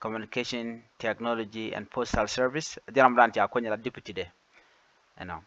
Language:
Nuer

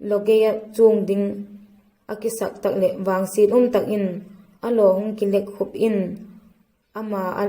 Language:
Vaiphei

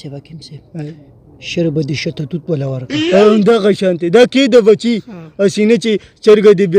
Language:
Pashto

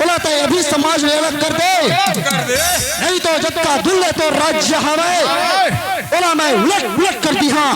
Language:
Chhattisgarhi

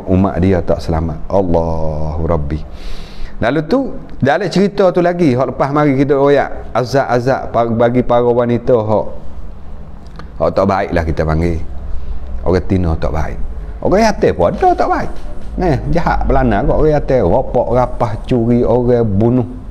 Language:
Malay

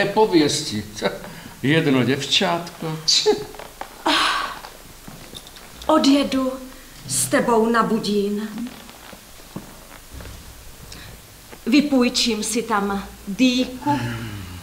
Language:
Czech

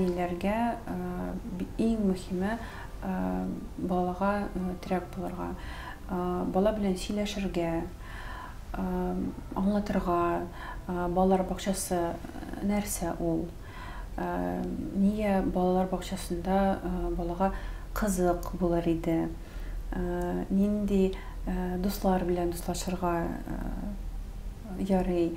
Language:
Tatar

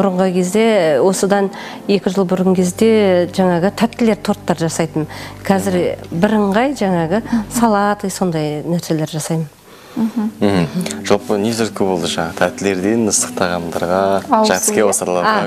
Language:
Kazakh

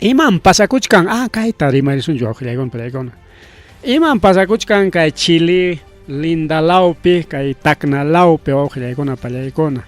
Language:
Ayacucho Quechua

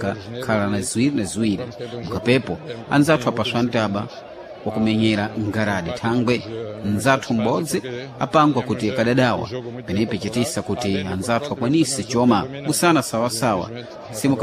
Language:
Sena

